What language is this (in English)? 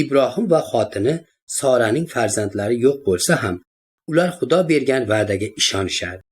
Uzbek